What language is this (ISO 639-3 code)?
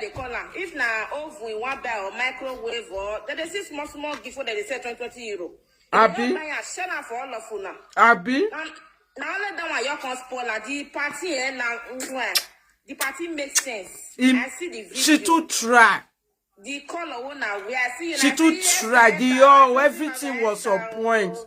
pcm